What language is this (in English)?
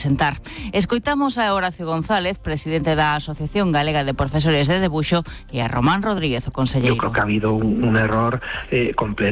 Galician